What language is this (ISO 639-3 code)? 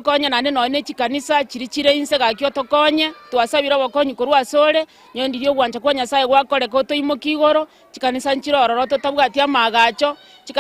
guz